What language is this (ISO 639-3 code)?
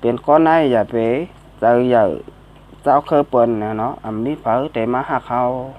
shn